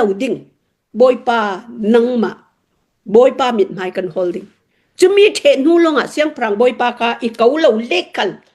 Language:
Hakha Chin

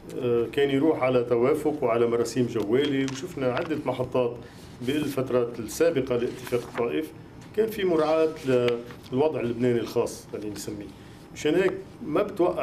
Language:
North Levantine Arabic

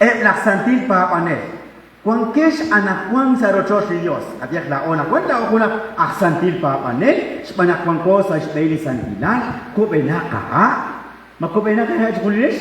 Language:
Kekchí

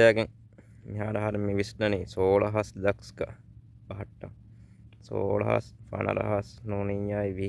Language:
Divehi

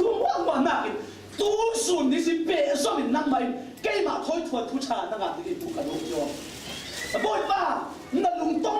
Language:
Falam Chin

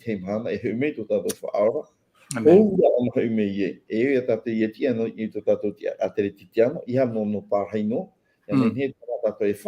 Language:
Tahitian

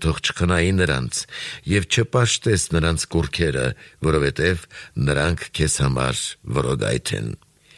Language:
Armenian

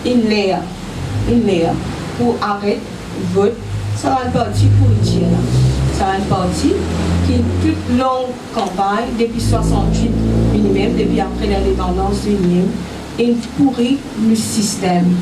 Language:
Morisyen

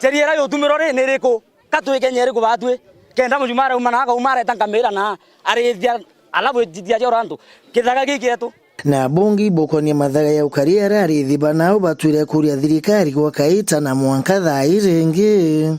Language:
Meru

